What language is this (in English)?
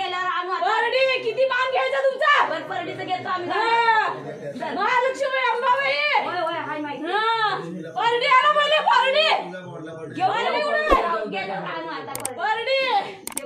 Marathi